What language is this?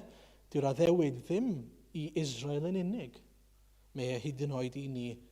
Welsh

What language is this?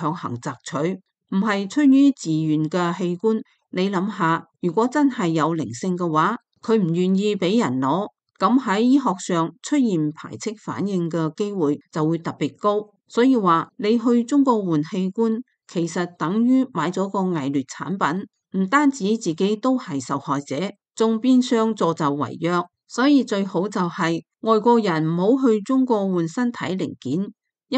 Cantonese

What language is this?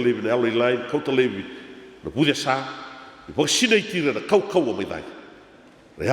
Fijian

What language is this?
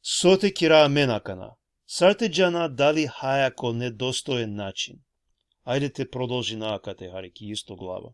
Balkan Romani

